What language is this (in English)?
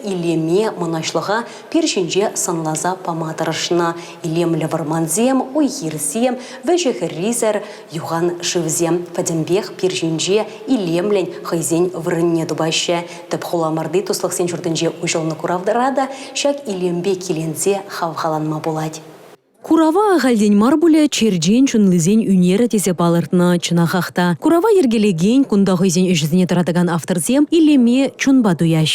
Chuvash